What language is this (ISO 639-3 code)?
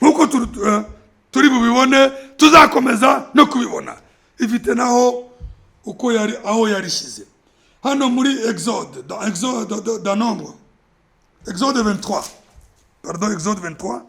kin